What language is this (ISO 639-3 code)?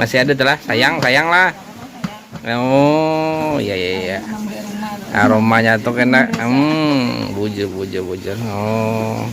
bjn